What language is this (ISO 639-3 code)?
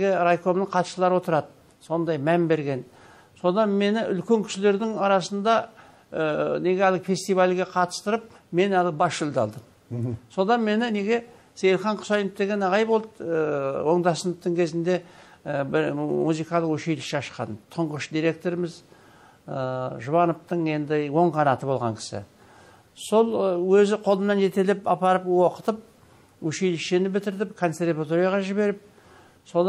kaz